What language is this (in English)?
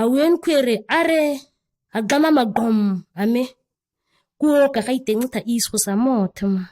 ǁGana